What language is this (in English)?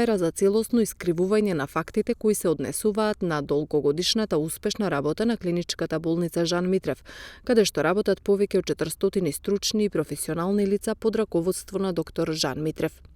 Macedonian